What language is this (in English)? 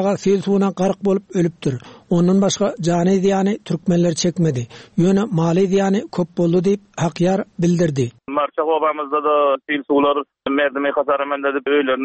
Turkmen